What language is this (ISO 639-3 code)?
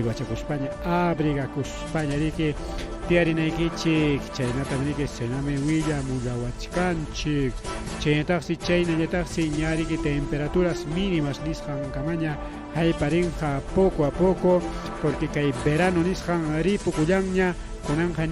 quy